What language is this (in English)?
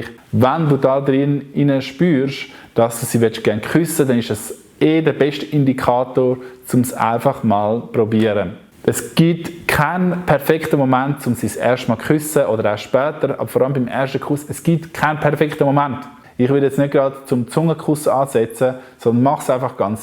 Swiss German